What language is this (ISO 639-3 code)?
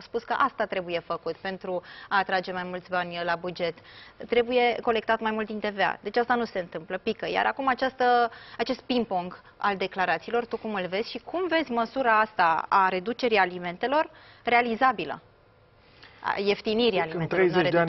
ron